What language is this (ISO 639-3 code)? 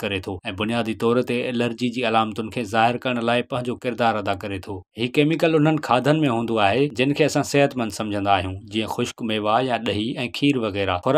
snd